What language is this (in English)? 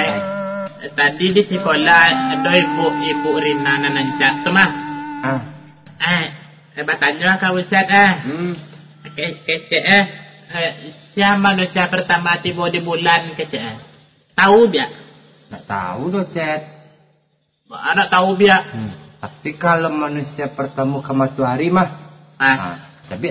Minangkabau